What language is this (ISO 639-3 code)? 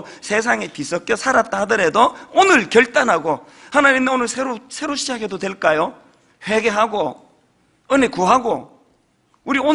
kor